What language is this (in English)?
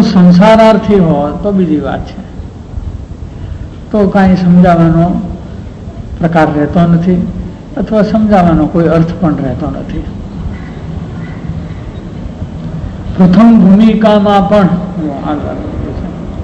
Gujarati